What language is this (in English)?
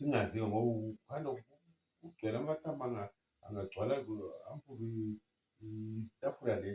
Zulu